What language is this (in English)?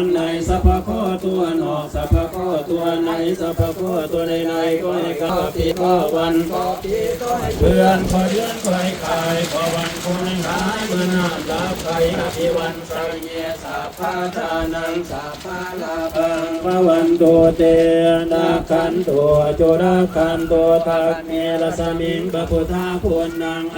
Pali